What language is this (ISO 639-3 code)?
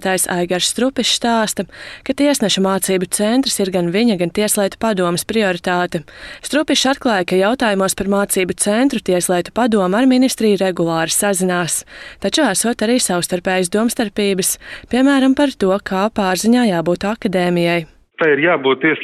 lav